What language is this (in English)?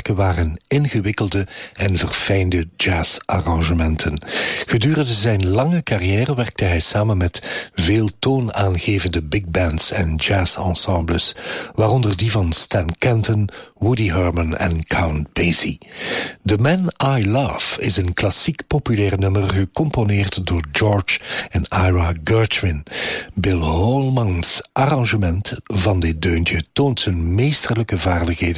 Dutch